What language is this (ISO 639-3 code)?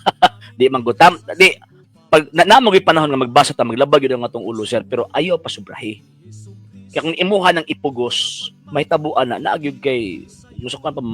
ceb